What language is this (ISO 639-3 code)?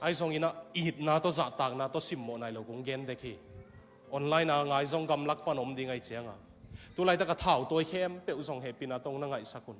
ctd